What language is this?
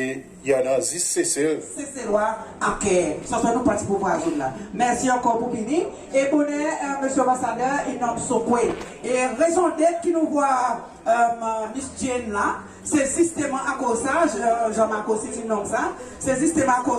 Seselwa Creole French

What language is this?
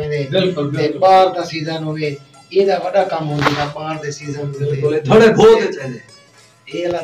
Saraiki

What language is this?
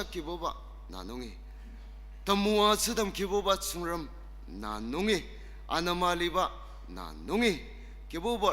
Ao Naga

